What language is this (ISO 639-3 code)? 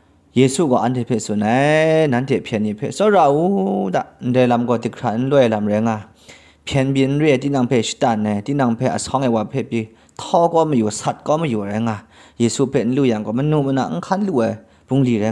kac